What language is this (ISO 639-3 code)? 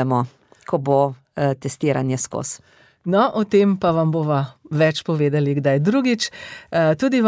slv